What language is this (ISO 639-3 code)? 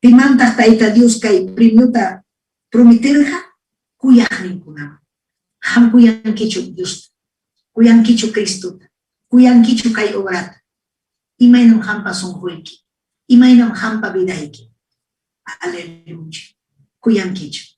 quy